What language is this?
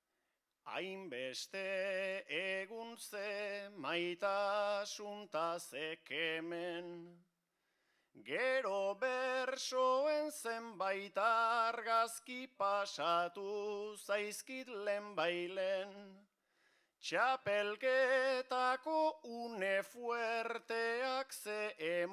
Basque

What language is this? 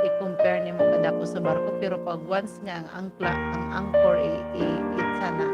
Waray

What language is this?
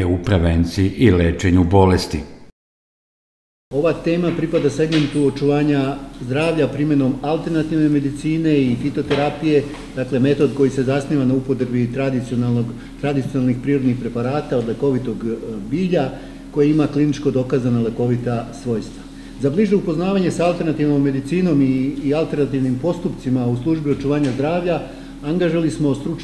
Serbian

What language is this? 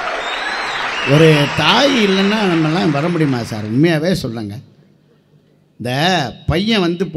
Tamil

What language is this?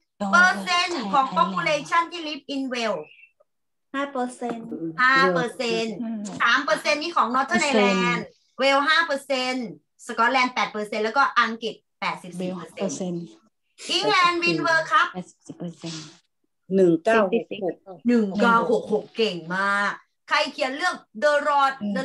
Thai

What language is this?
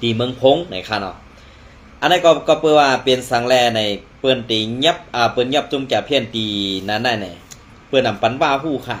Shan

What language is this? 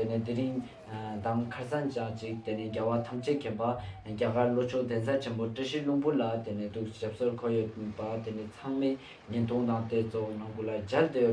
Ladakhi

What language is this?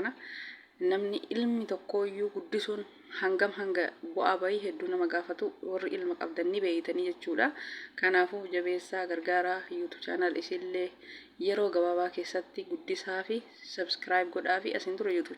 Oromo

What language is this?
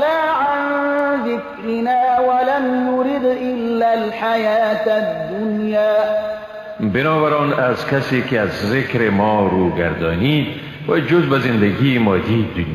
Persian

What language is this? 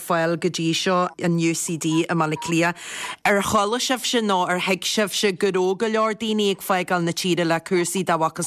Irish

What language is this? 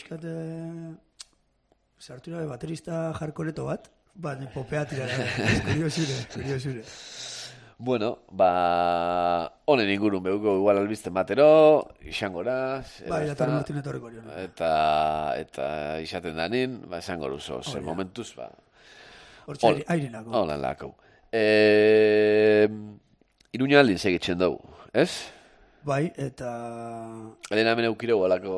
Basque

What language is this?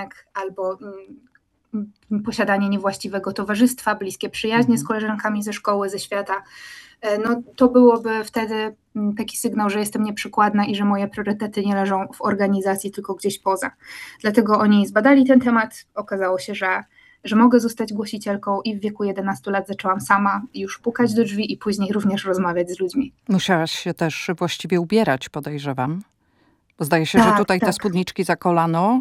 Polish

